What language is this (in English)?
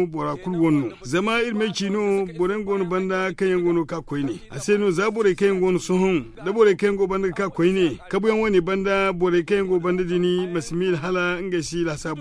Zarma